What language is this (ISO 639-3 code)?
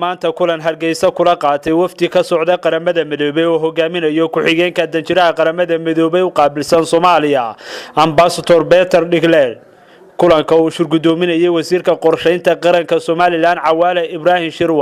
som